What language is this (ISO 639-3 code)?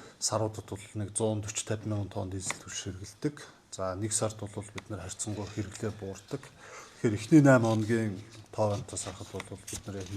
mon